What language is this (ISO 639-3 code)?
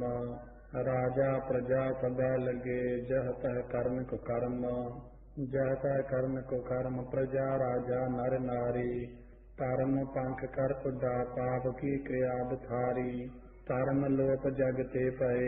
pan